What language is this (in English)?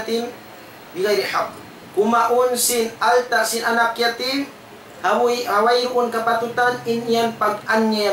Tausug